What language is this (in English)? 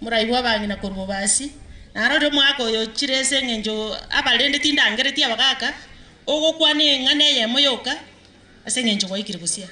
Gusii